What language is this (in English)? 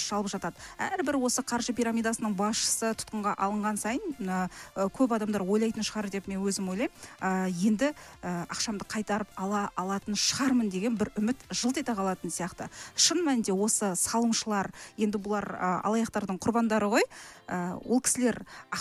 Kazakh